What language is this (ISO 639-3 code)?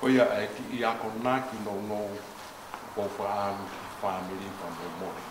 ton